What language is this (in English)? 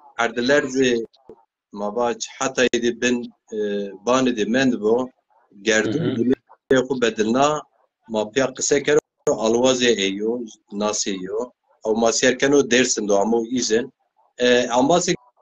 Zaza